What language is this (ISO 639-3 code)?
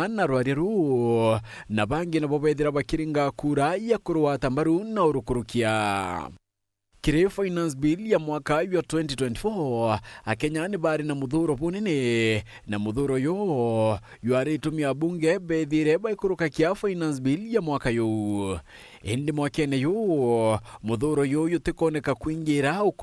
mer